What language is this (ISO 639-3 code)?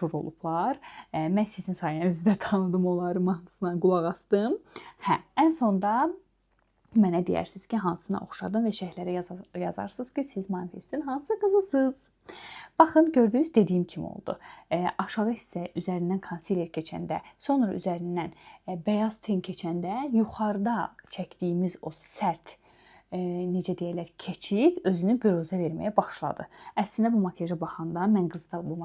aze